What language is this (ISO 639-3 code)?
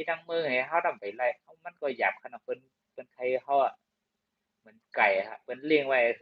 shn